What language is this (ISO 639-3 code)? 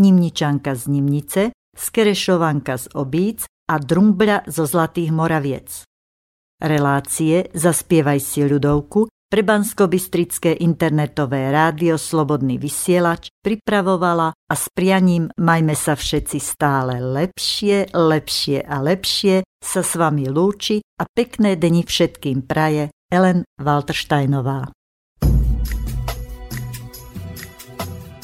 slk